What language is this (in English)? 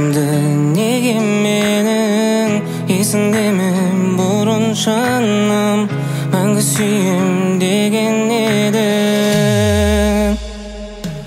Kazakh